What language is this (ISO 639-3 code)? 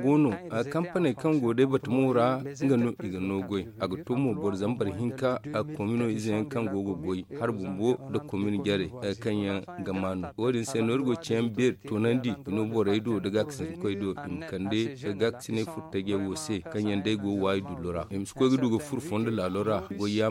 dje